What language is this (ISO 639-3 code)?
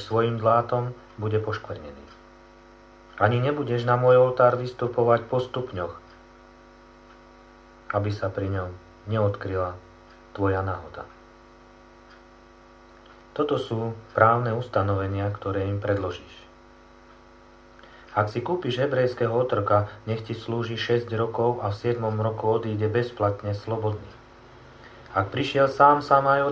slk